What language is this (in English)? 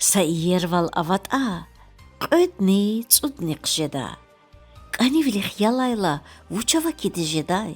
Lezghian